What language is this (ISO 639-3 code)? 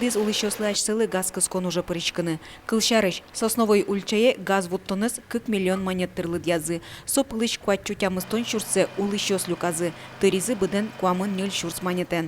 udm